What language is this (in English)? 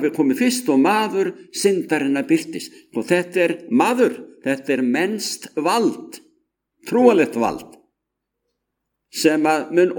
Icelandic